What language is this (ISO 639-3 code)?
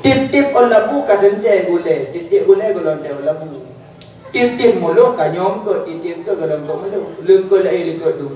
ace